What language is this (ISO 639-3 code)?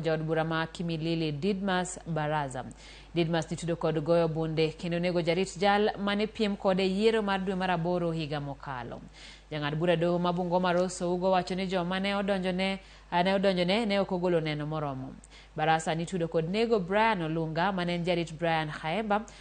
luo